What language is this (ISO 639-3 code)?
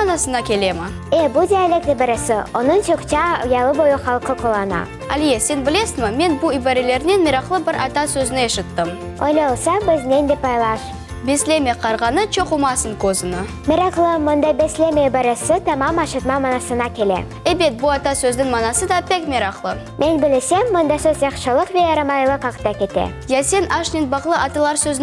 crh